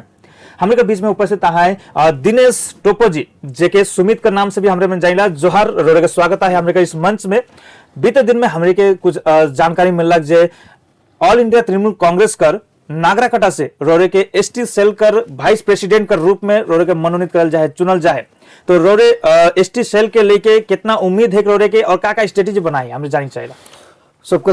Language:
Sadri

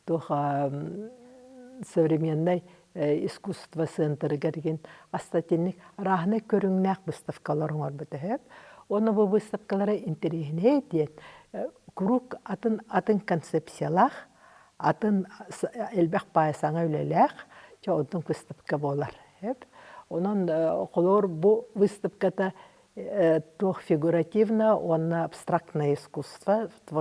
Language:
Yakut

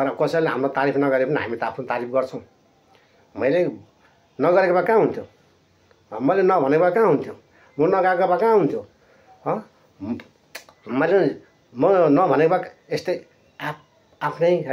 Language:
Nepali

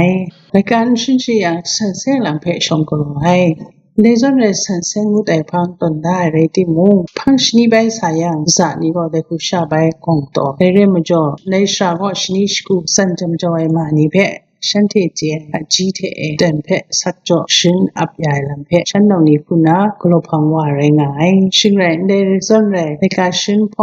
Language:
Kachin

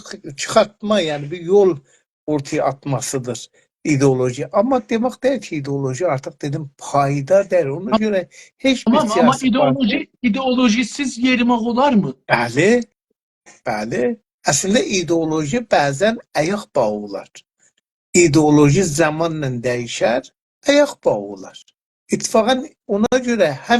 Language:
South Azerbaijani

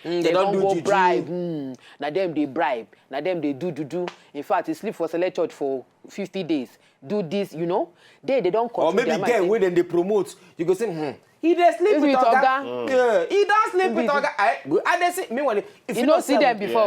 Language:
Nigerian Pidgin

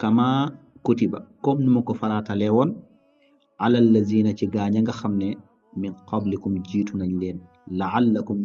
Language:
Wolof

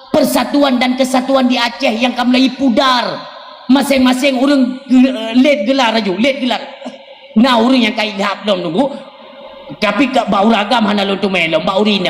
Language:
Achinese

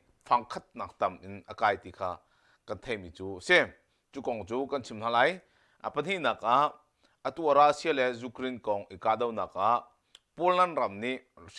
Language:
Hakha Chin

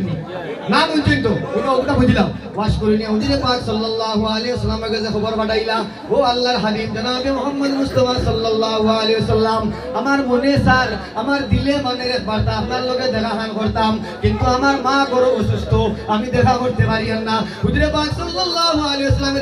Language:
Sylheti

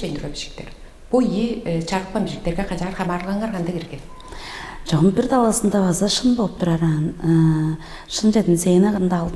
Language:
Tuvinian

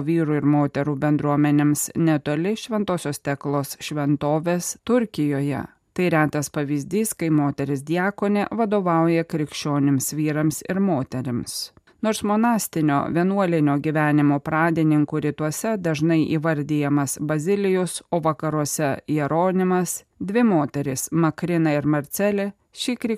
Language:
Lithuanian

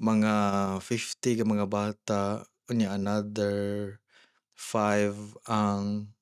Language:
Cebuano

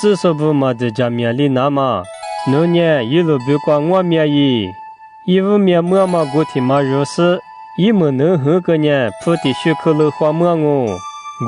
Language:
Lisu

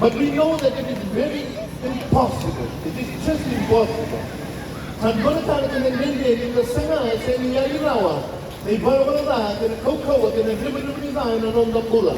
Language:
Fijian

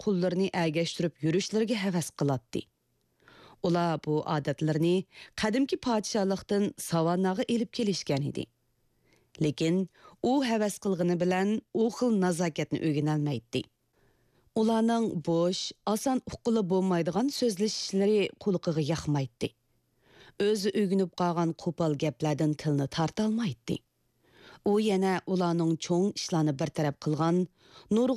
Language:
Uyghur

